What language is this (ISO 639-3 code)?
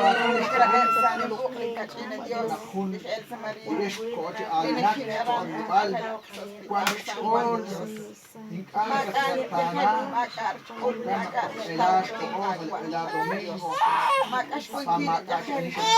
kek